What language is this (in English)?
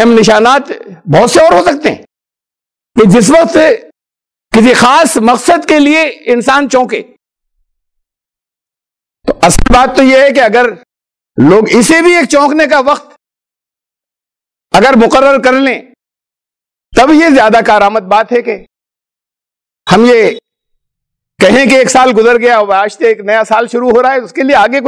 Urdu